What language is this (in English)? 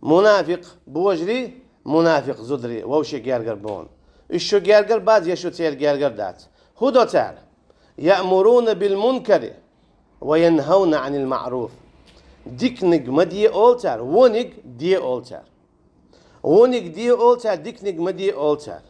Chechen